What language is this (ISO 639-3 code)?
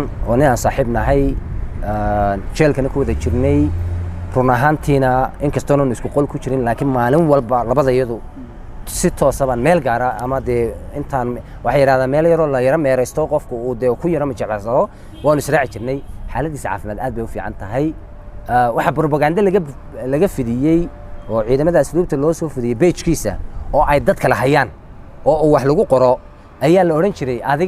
som